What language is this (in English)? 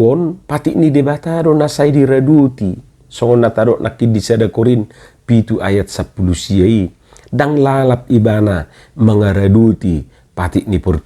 Batak Toba